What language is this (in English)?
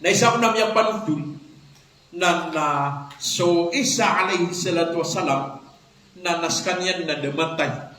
Maranao